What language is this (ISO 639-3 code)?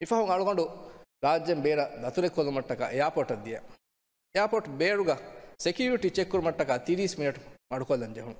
div